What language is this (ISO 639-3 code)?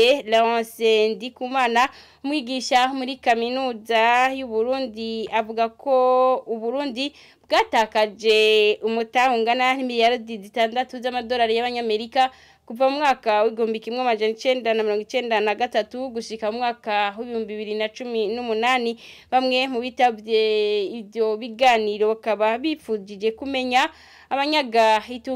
run